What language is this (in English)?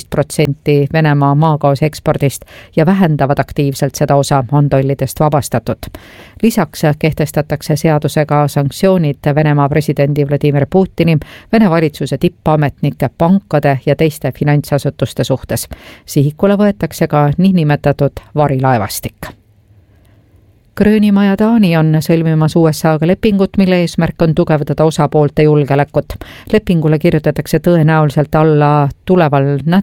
Estonian